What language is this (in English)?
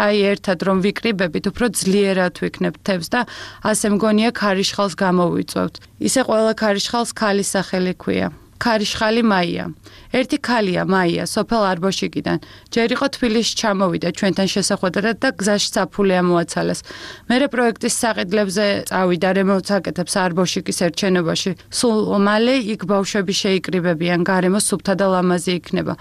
Georgian